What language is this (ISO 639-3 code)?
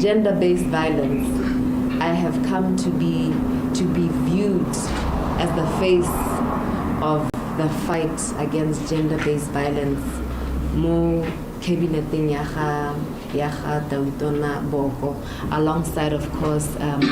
tsn